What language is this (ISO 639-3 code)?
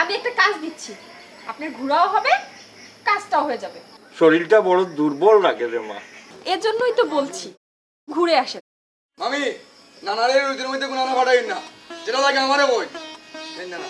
syl